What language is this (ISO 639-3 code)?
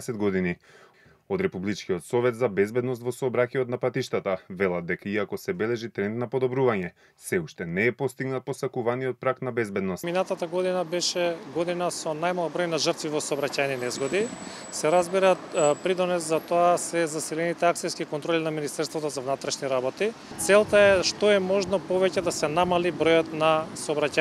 mkd